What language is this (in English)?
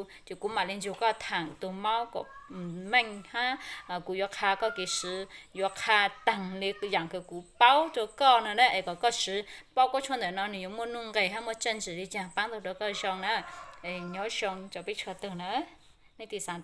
Hmong